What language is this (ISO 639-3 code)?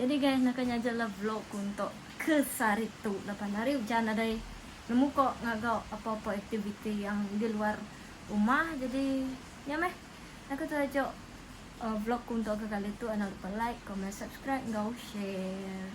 iba